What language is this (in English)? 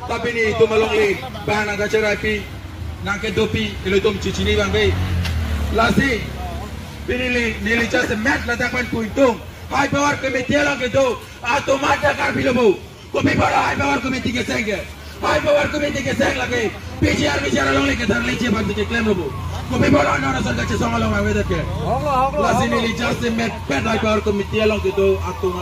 Karbi